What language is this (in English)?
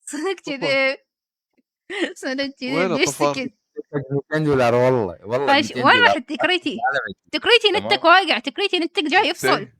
Mesopotamian Arabic